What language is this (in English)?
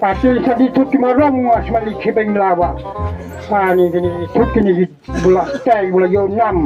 Khasi